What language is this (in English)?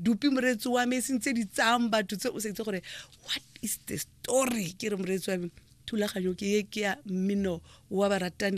Tswana